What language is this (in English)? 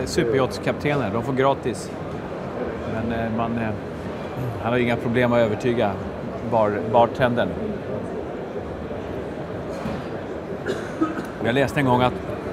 Swedish